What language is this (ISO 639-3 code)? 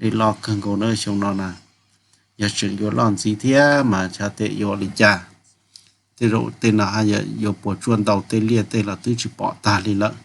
hmn